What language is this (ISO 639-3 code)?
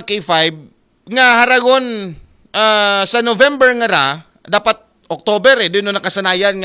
akl